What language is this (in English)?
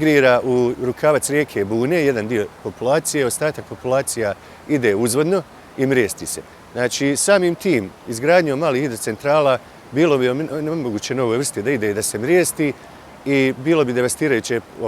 Bosnian